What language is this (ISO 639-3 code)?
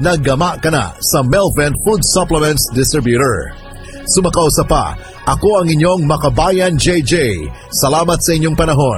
ceb